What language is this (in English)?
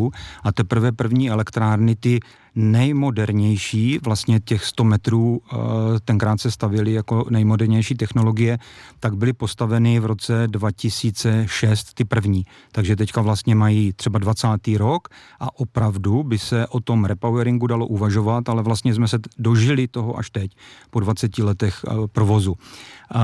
Czech